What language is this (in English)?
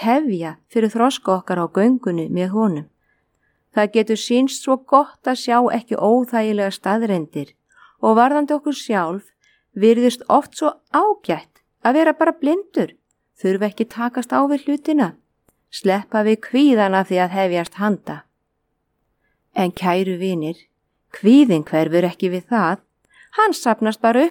Icelandic